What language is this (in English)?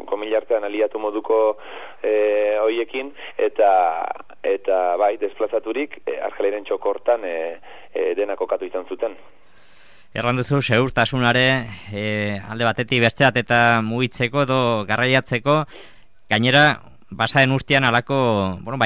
Basque